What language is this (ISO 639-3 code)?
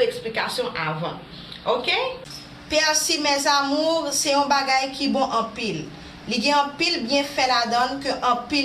hat